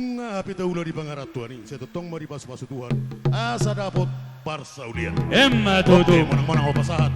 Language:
Batak Toba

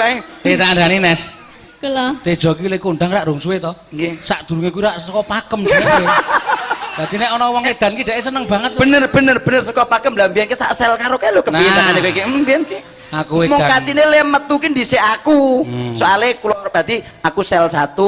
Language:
Javanese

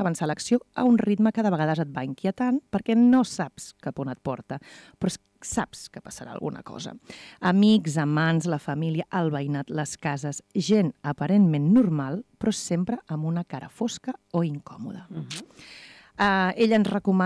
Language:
Catalan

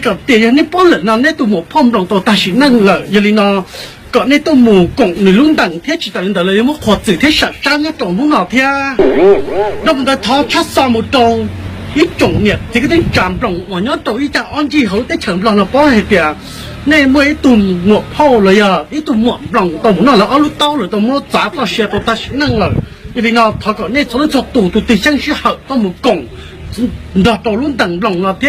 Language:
Hmong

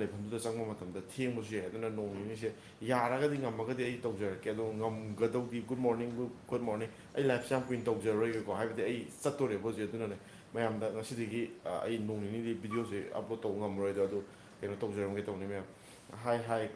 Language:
Manipuri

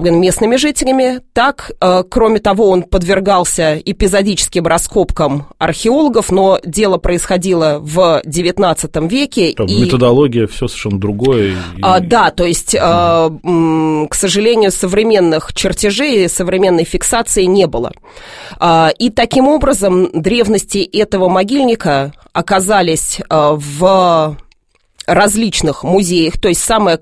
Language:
Russian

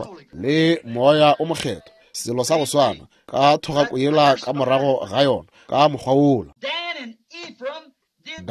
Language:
Northern Sotho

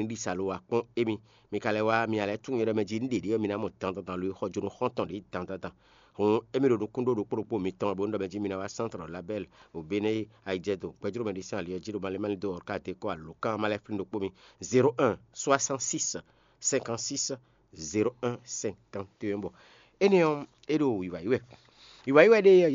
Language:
Fon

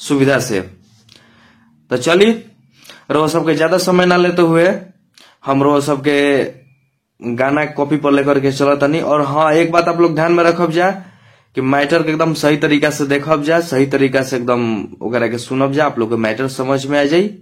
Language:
Bhojpuri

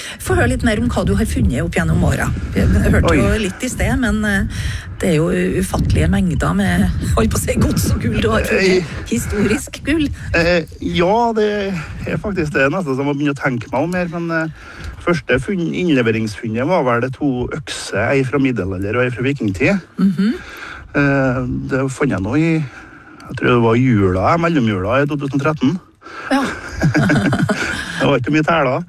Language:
Norwegian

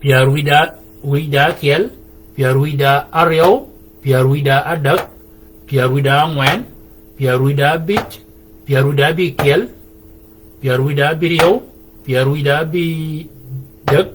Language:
Shilluk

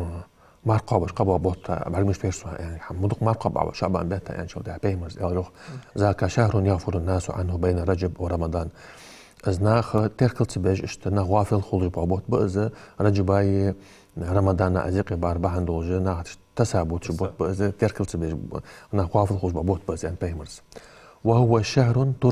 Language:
Ingush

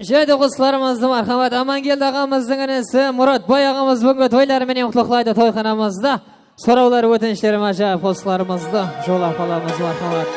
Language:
Kara-Kalpak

